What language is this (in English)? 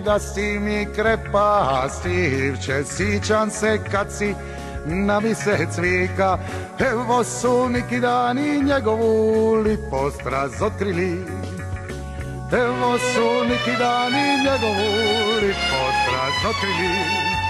Croatian